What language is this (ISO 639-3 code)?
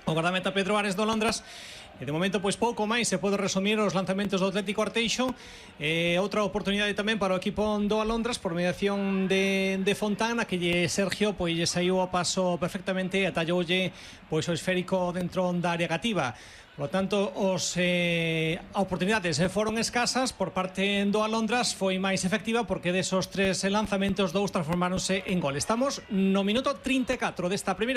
glg